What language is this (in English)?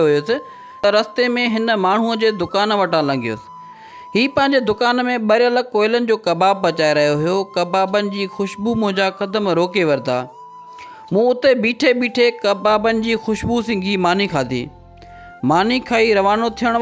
Sindhi